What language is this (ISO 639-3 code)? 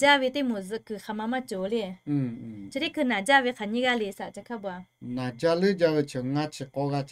lhu